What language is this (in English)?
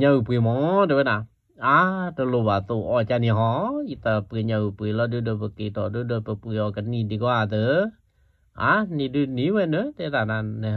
S'gaw Karen